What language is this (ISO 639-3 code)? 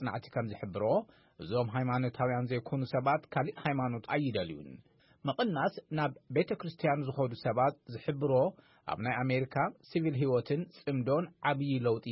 tir